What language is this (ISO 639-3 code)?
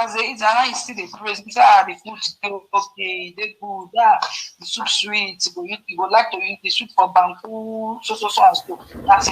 pcm